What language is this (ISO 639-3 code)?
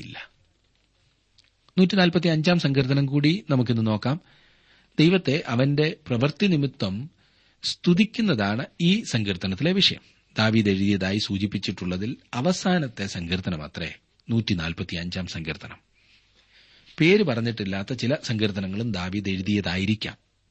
mal